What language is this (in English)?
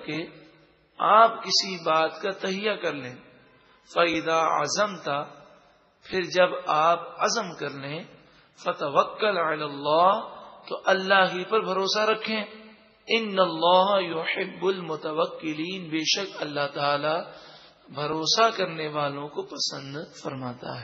Urdu